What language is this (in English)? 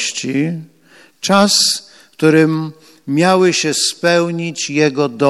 Polish